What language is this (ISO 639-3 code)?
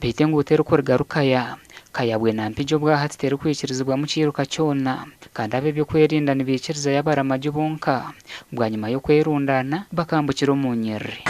nyn